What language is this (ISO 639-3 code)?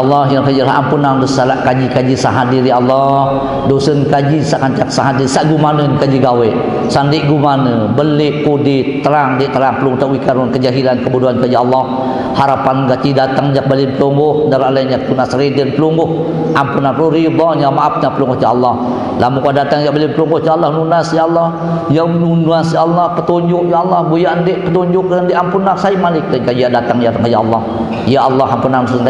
sas